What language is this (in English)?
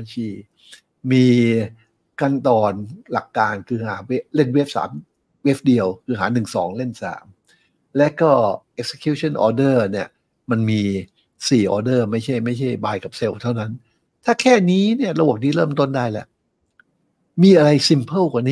Thai